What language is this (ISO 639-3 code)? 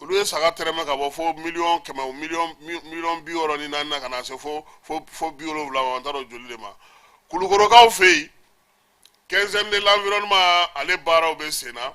bam